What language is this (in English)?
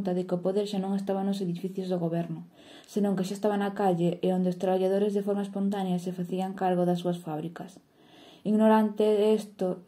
Galician